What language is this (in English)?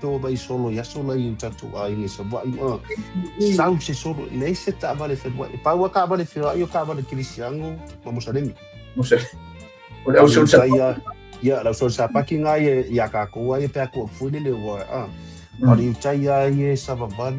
Samoan